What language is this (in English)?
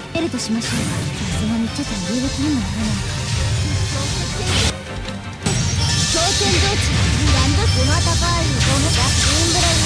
Japanese